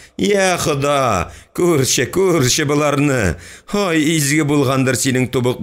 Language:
Tatar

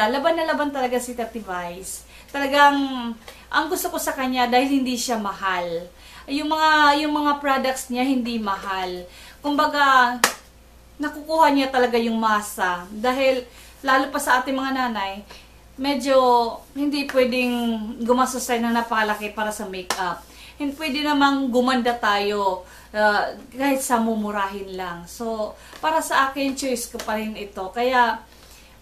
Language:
Filipino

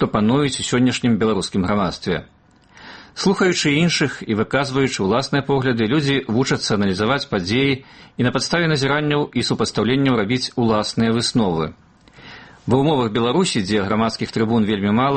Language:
Belarusian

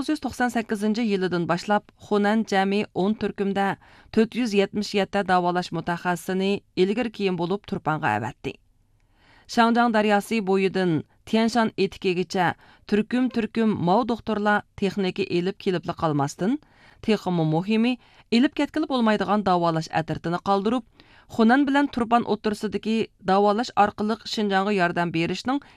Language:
Uyghur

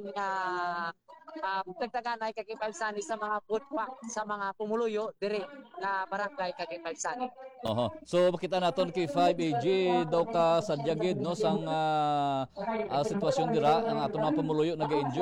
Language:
Hiligaynon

